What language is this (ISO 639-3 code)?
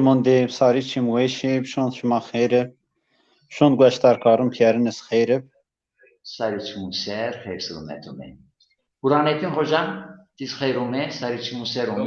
zza